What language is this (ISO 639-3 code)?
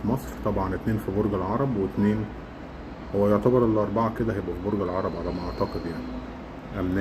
arz